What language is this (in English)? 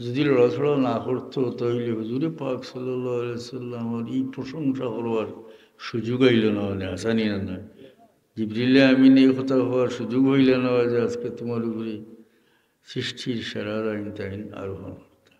Sylheti